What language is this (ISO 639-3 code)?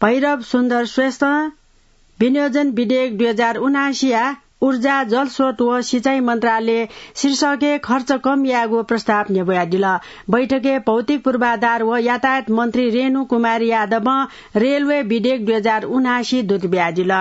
new